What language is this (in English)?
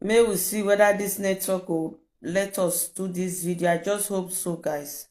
Nigerian Pidgin